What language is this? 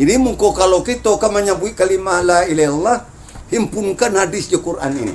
Minangkabau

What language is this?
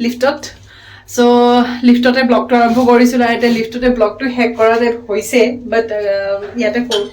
Assamese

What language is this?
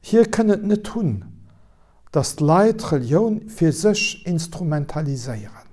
Luxembourgish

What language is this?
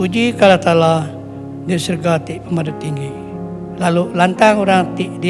Iban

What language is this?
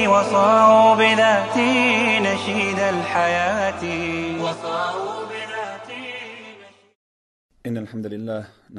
Bosnian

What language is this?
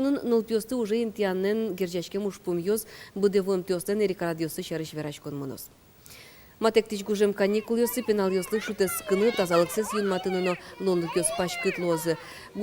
Udmurt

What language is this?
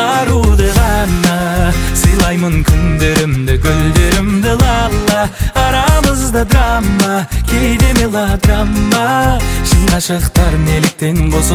Kazakh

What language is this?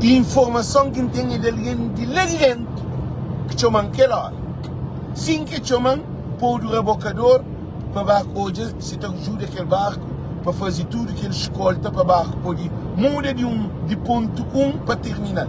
Kabuverdianu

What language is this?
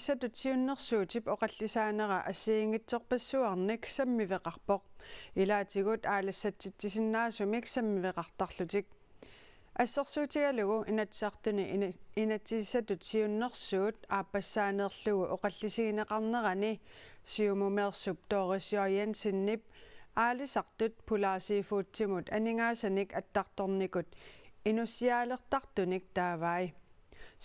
Kalaallisut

